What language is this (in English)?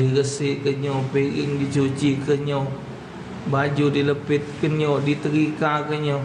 Musi